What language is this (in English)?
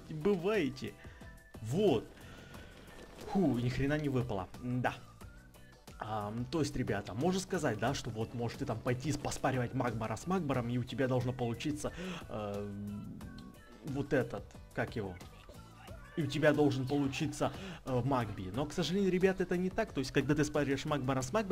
Russian